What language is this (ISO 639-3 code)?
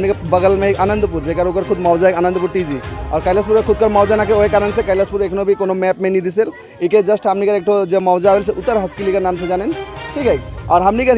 sck